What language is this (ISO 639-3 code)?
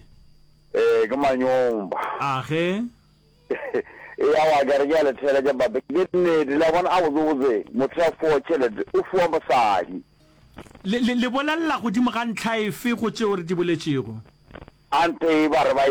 nso